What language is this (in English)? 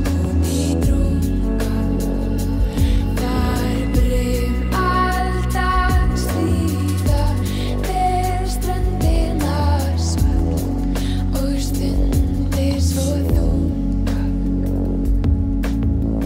Icelandic